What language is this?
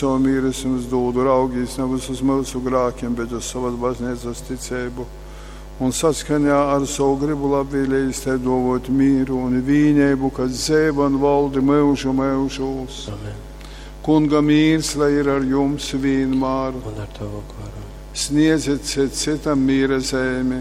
Latgalian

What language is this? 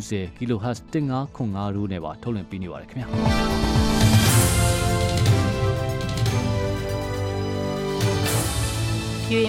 Burmese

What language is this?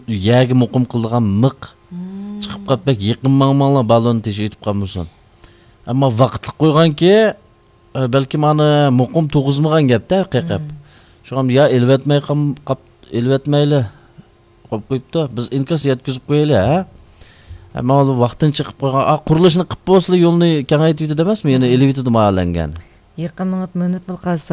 Uyghur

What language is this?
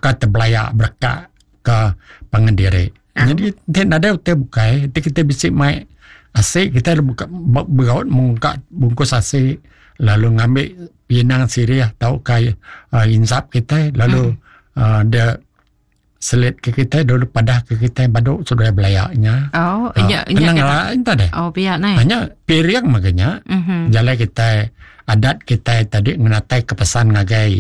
Iban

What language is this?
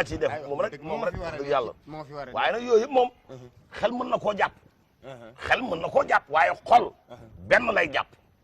Wolof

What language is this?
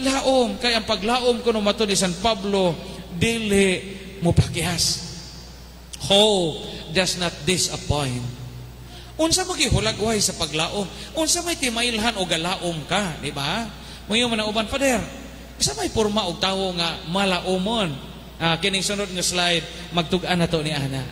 Cebuano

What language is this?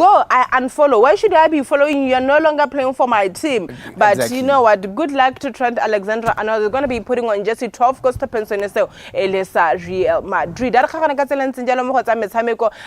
Tswana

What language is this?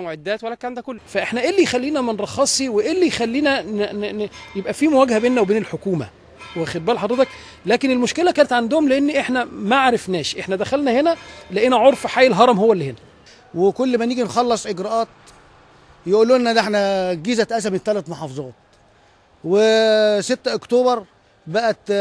Egyptian Arabic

